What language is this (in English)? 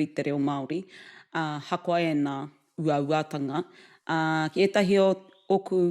Māori